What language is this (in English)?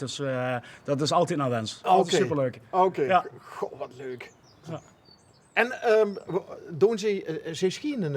Limburgish